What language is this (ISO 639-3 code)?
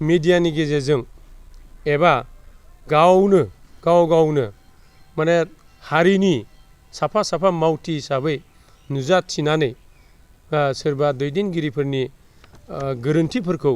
brx